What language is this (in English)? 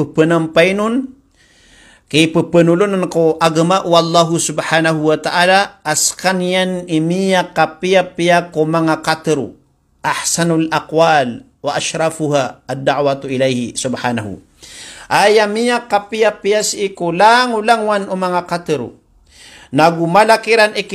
Maranao